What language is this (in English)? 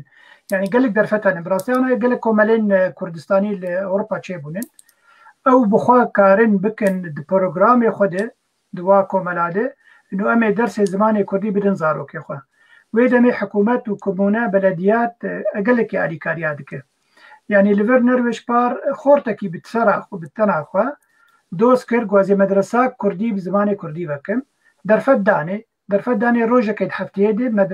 Kurdish